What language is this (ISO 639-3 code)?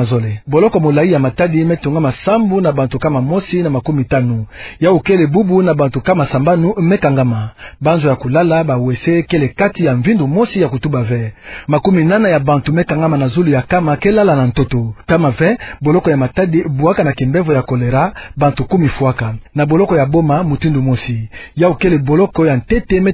ktu